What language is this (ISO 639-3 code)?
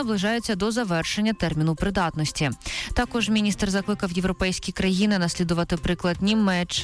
ukr